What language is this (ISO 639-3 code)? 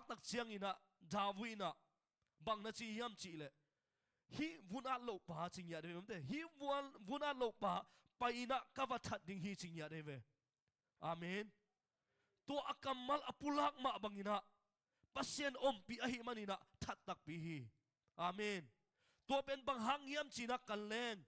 ctd